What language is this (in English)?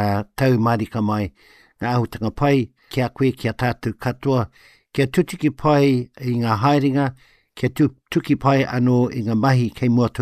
Māori